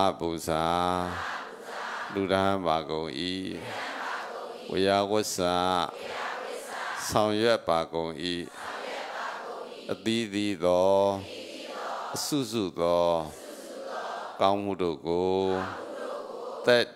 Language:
Burmese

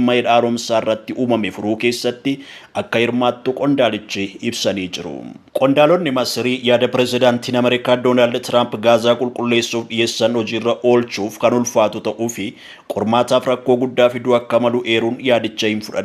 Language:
Oromo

